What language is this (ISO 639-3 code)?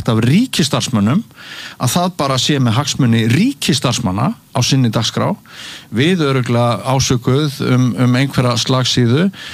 isl